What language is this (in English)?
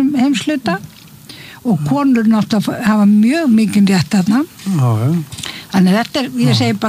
Icelandic